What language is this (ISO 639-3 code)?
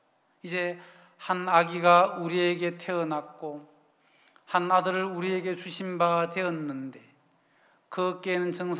kor